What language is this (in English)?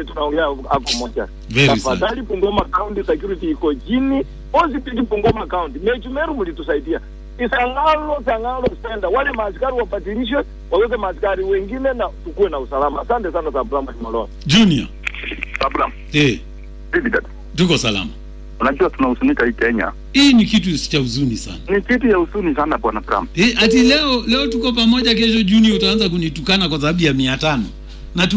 Swahili